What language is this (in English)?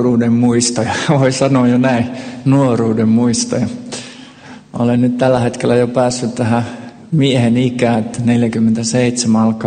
Finnish